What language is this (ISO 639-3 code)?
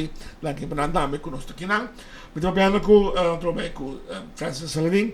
pap